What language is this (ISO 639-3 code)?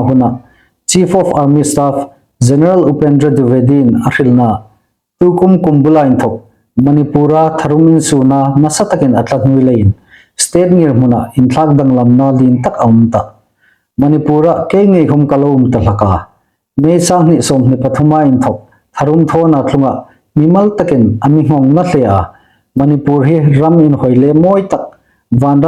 hmr